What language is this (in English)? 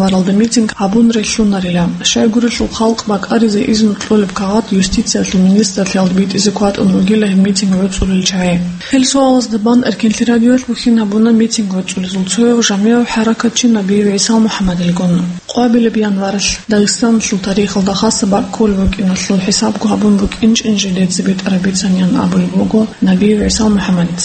Avaric